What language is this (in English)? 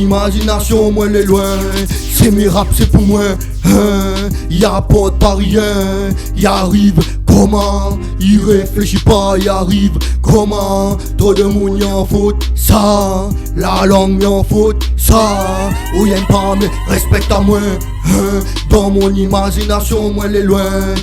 Réunion Creole French